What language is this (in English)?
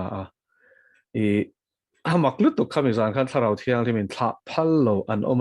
Mizo